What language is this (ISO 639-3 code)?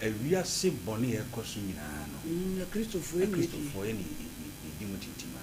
aka